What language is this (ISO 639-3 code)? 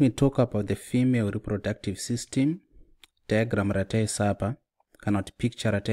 sna